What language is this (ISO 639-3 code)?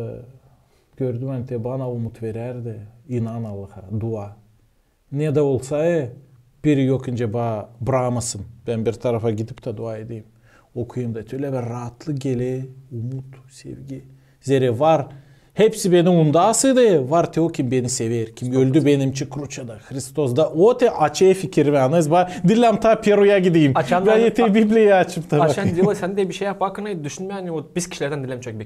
gag